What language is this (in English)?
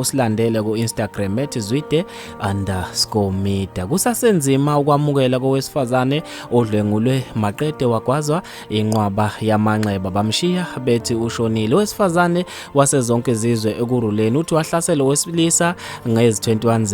Zulu